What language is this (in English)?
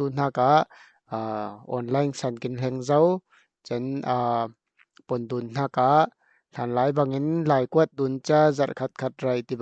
Falam Chin